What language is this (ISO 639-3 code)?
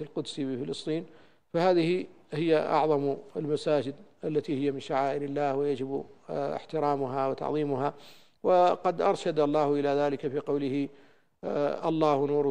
ara